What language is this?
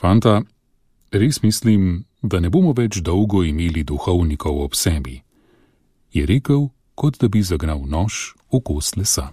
Slovenian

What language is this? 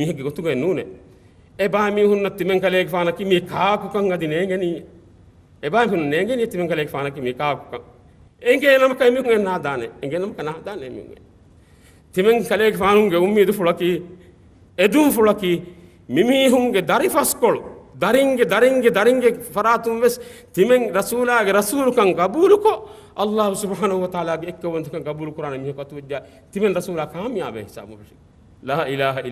Divehi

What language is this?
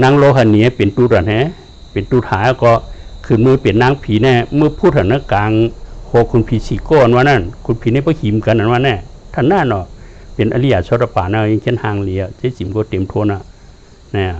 Shan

